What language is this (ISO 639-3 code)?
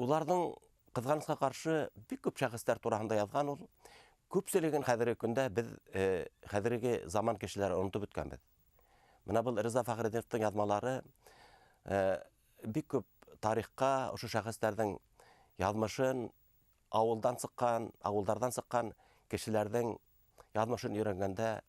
bak